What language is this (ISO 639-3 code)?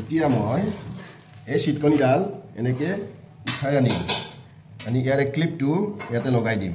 asm